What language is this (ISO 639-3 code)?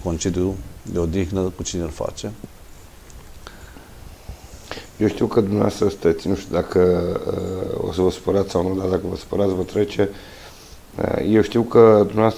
ron